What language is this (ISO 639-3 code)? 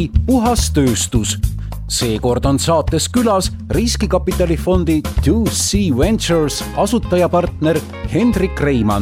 est